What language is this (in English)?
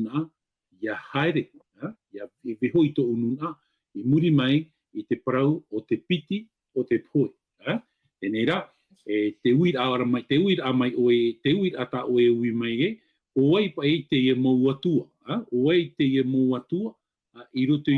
Tahitian